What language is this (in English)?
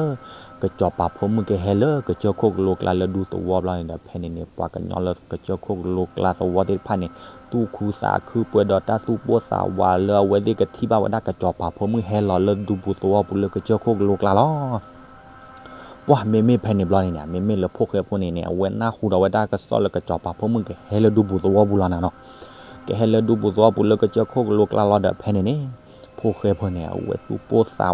S'gaw Karen